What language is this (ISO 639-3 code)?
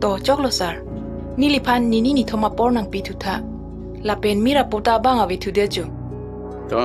mjw